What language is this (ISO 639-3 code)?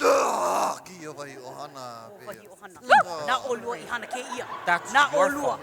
haw